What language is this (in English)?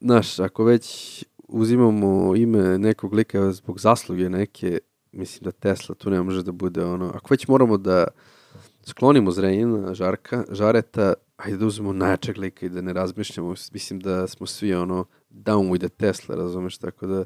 Serbian